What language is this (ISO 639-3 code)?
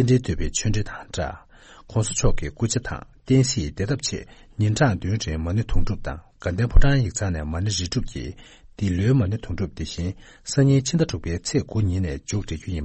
bod